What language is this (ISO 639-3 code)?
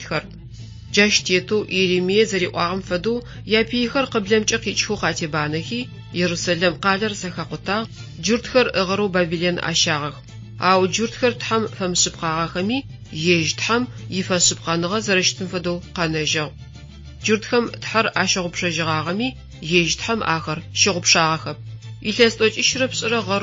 ady